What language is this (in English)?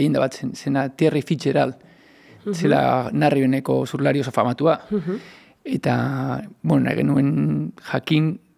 Basque